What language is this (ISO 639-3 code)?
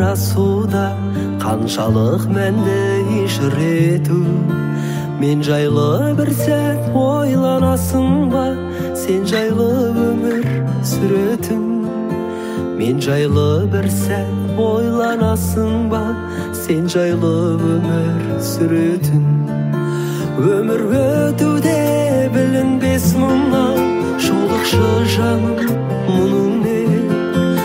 kaz